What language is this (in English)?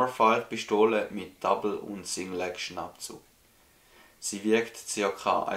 Swiss German